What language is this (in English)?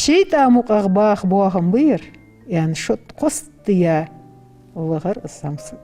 Ingush